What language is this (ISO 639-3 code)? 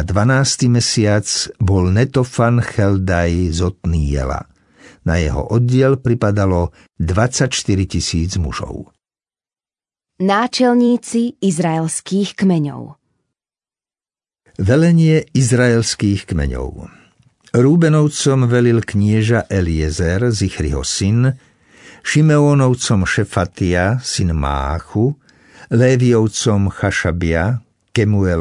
slk